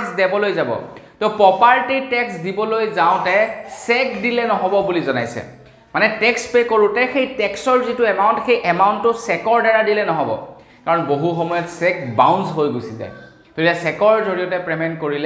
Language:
Assamese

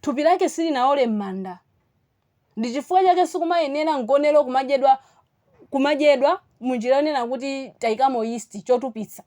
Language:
Nyanja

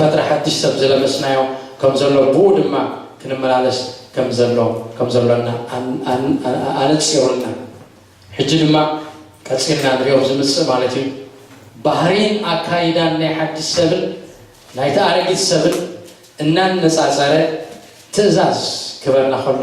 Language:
Tigrinya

